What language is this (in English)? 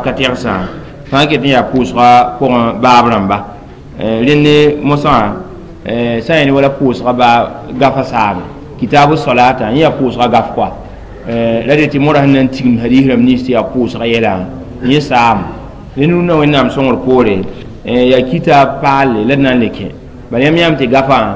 Mossi